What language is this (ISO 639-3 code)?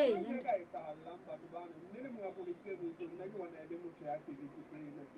sot